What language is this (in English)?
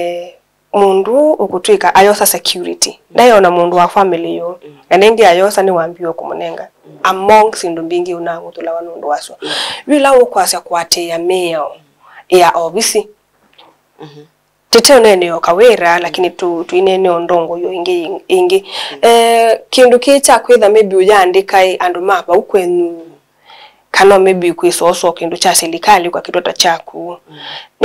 Kamba